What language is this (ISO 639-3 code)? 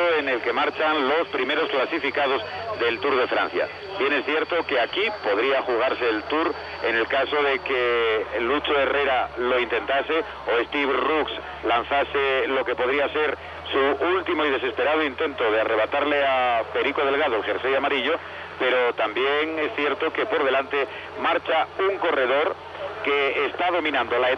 spa